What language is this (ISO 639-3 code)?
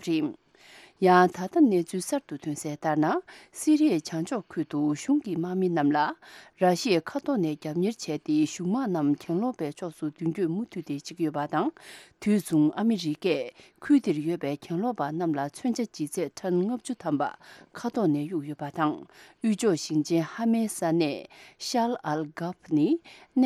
bod